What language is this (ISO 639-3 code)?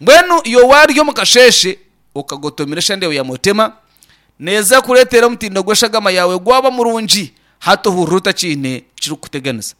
nyn